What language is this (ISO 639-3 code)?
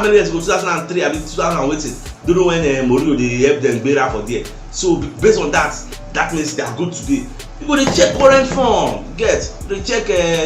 pcm